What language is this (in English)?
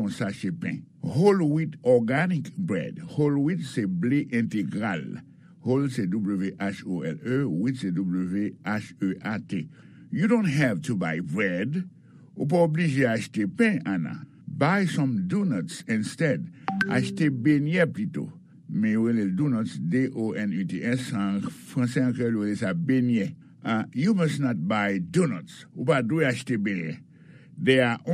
Haitian Creole